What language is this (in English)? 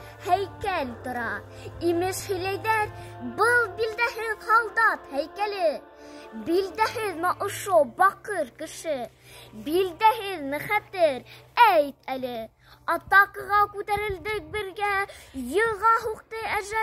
Bashkir